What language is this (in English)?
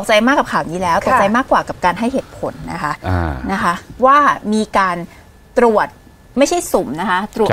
Thai